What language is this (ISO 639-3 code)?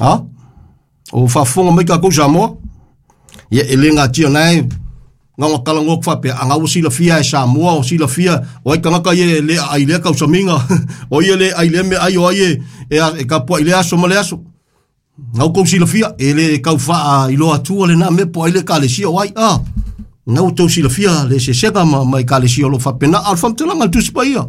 smo